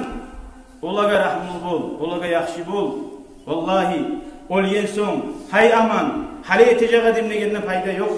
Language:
Kumyk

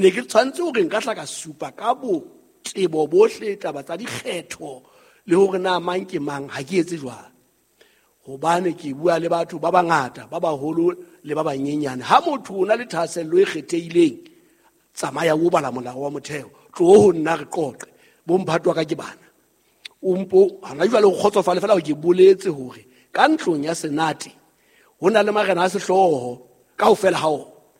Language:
Southern Sotho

